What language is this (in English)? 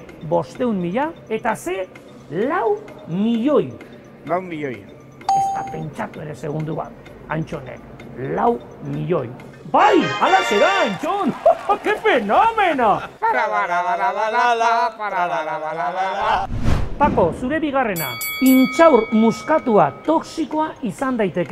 Basque